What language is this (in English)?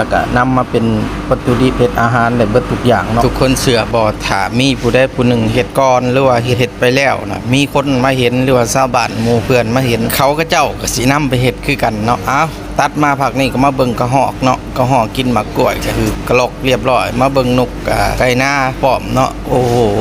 Lao